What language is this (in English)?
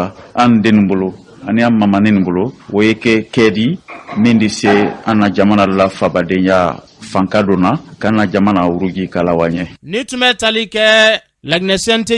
Bambara